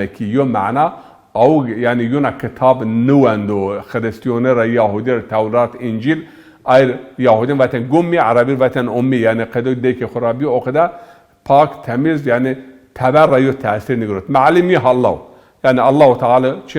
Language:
Zaza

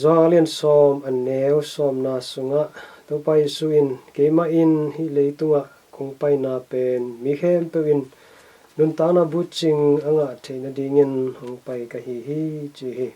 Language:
Tedim Chin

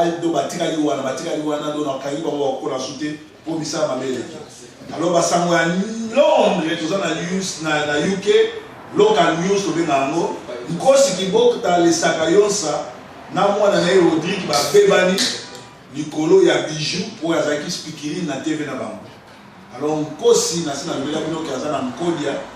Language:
Lingala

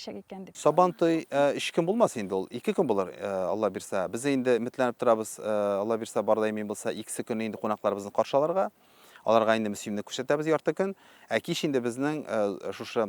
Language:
Tatar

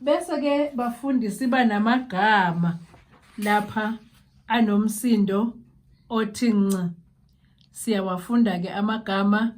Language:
Zulu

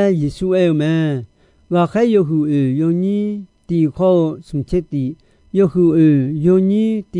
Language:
Akha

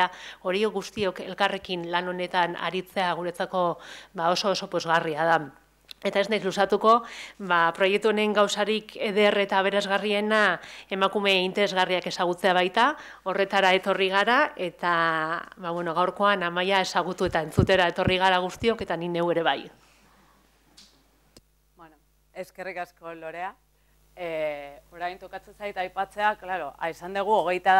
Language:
Basque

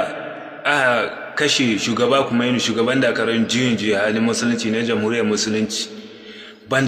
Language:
Hausa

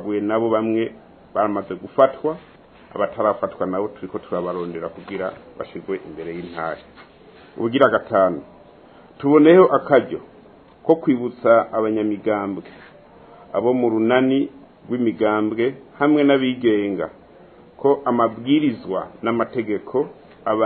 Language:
Rundi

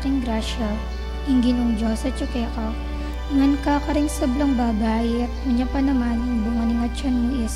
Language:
Pampanga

